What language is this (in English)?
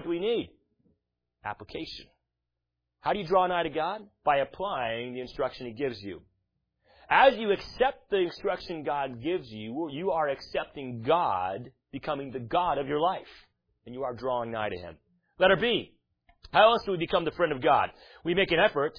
English